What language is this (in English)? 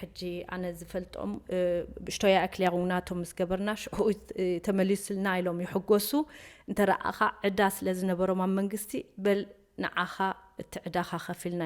Tigrinya